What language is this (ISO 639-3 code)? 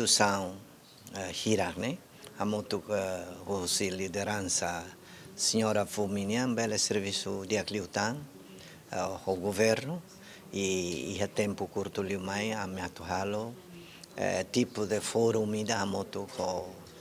tet